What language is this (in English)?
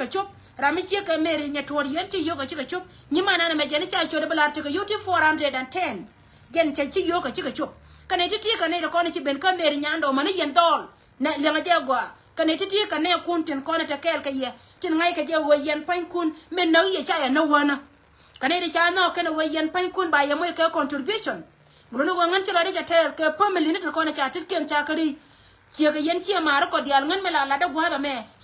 Nuer